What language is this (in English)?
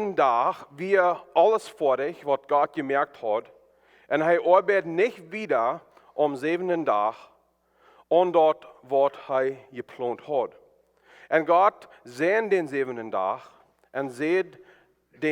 Plautdietsch